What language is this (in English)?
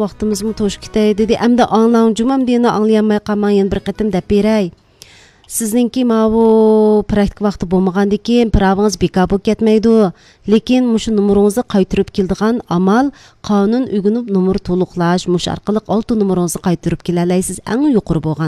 Uyghur